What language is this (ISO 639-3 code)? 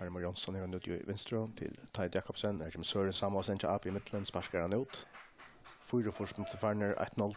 fao